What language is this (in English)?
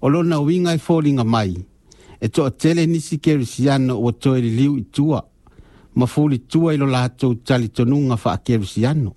Samoan